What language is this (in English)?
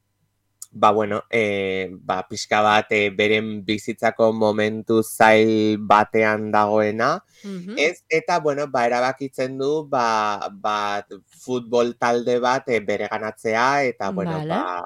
Basque